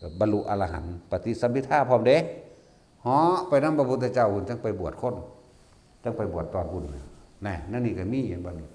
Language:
Northeastern Thai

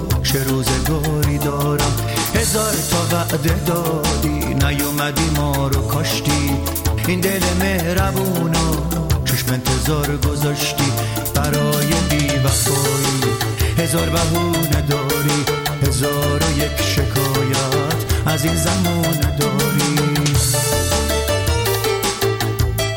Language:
Persian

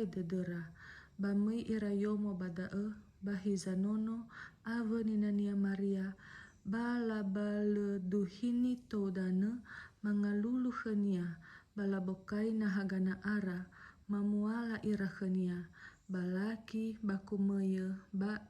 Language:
Nias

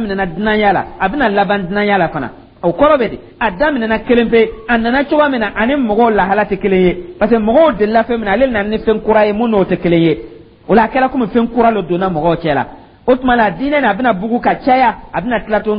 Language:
Dyula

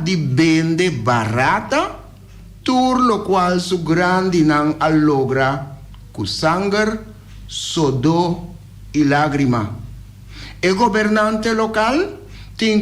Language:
Papiamento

